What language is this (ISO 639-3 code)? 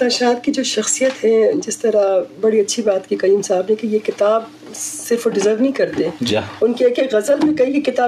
bgp